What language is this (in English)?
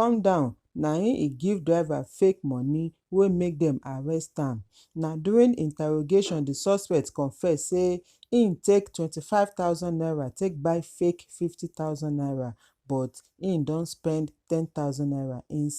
Nigerian Pidgin